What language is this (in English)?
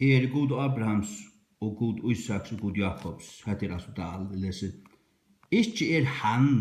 Faroese